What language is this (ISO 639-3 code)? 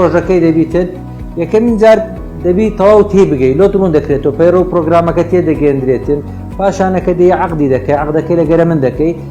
ckb